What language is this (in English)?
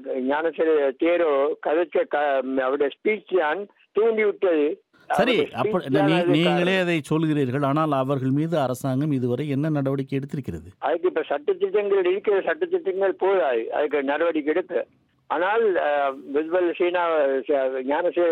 Tamil